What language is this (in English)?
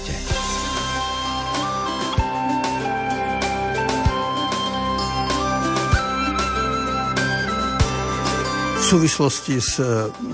Slovak